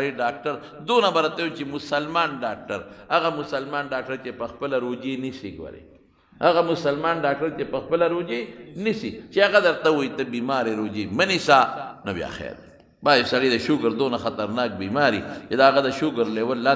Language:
Pashto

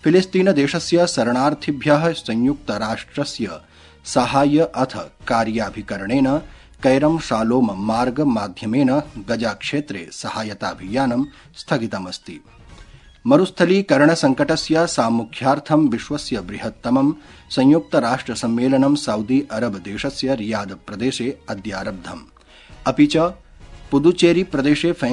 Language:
Sanskrit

